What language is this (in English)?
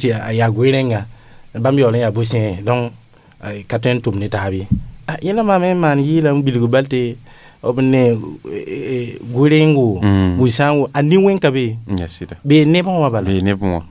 Mossi